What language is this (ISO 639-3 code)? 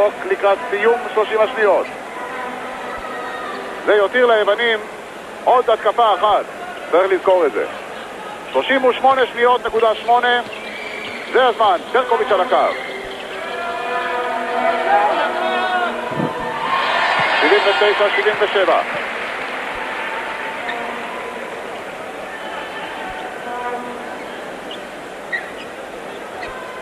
heb